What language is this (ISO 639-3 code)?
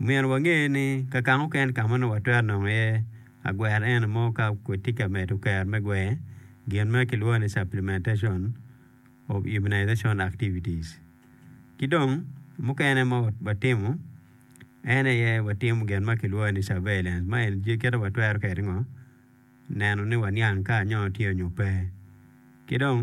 ach